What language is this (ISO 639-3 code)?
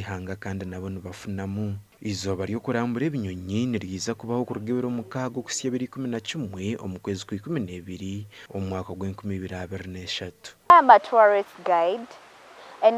nyn